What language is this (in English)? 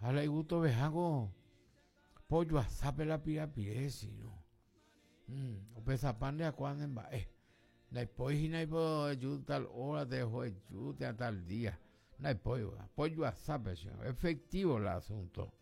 Guarani